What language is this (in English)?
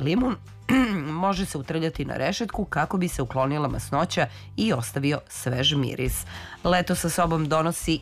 Serbian